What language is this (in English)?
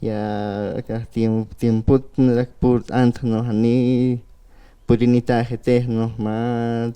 Aymara